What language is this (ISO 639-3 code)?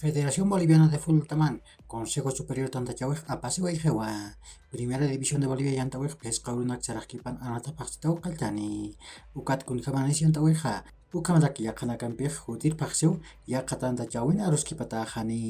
aym